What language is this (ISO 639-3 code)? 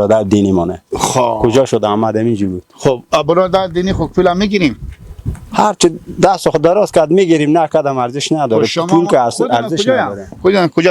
fas